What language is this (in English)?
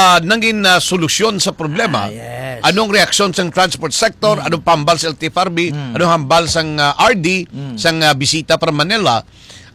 Hiligaynon